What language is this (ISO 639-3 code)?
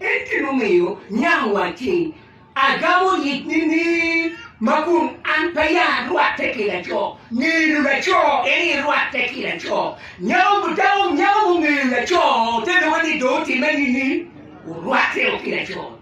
ach